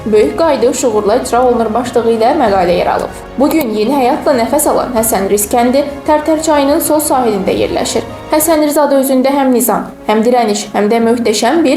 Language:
Azerbaijani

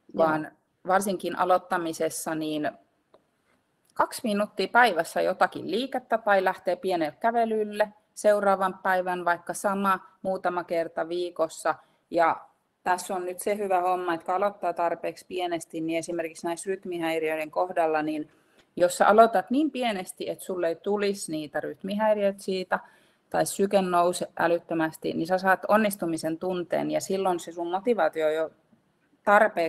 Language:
Finnish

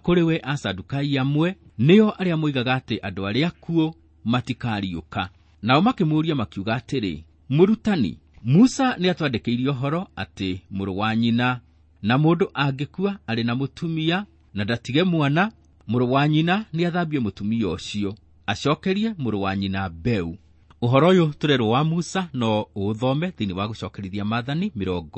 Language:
Kikuyu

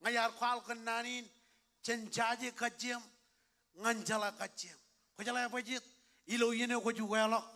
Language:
Marshallese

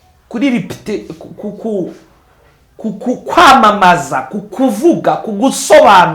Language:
Kinyarwanda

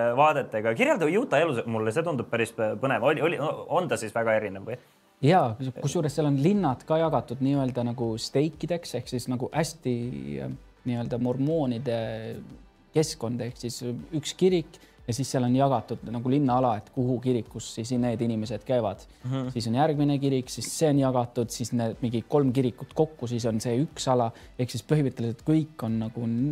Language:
Estonian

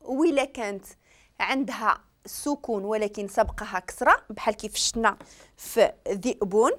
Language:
Moroccan Arabic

